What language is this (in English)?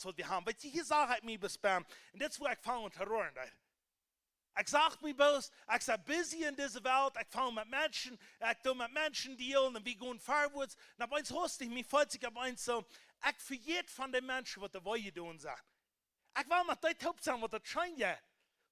Plautdietsch